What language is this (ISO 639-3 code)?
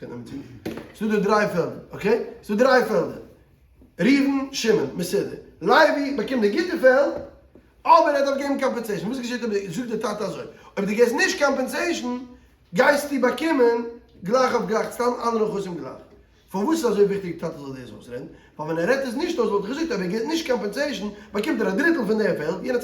yid